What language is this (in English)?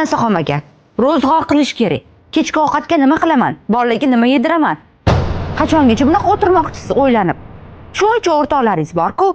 Uzbek